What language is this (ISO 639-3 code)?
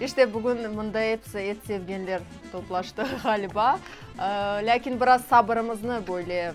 crh